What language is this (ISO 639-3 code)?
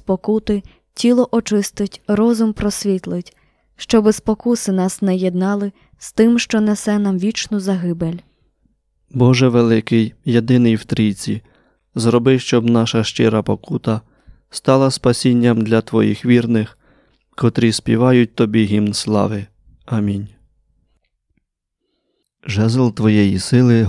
ukr